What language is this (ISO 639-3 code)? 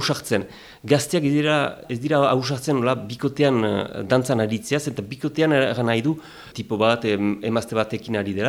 eus